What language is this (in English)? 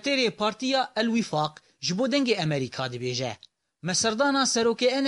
Kurdish